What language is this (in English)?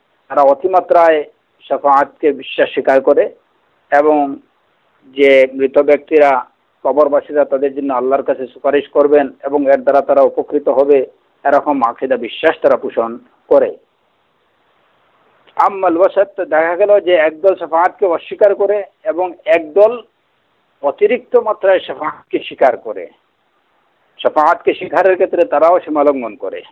Bangla